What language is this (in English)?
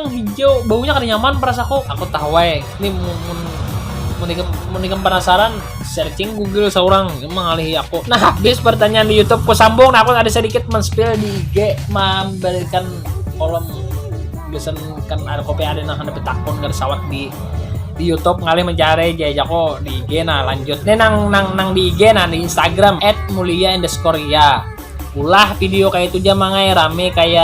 Banjar